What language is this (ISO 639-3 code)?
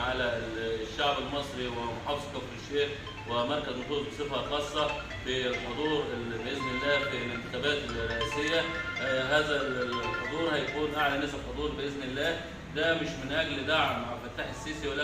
arz